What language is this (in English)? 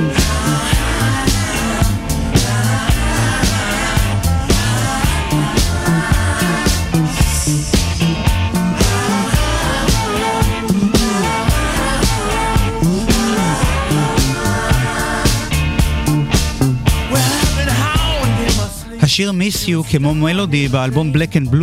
Hebrew